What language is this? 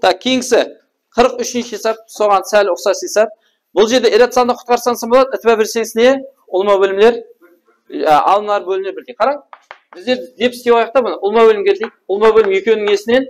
Kara-Kalpak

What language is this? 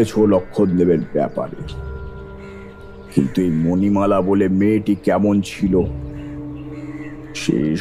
Bangla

